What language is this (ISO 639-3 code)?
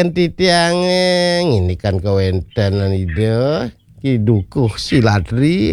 ban